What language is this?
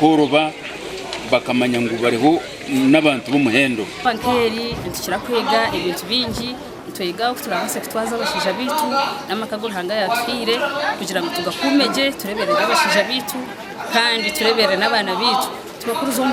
Nyankole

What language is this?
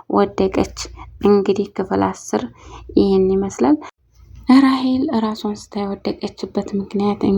Amharic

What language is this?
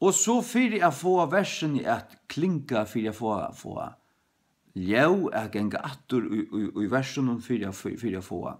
Faroese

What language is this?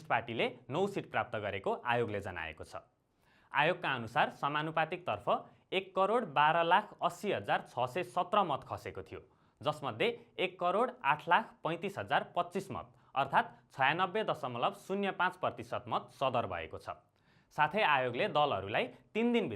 Nepali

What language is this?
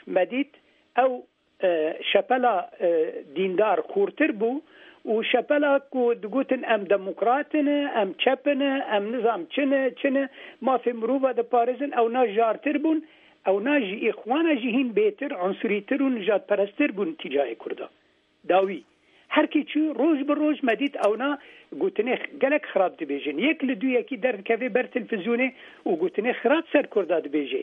Kurdish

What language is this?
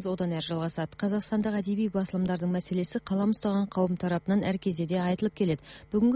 Kazakh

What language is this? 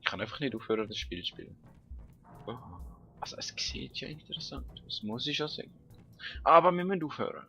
Swiss German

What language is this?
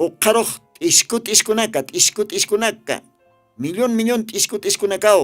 Aymara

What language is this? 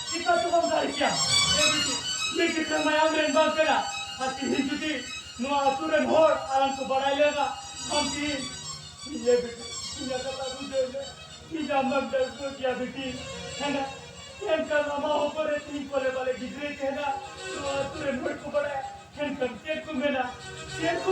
Santali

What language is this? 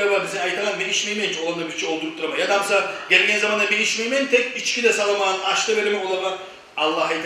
Kumyk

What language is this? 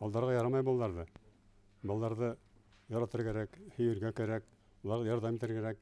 Bashkir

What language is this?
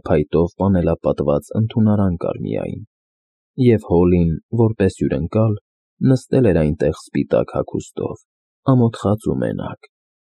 Armenian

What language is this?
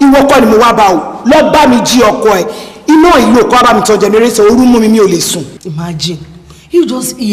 Yoruba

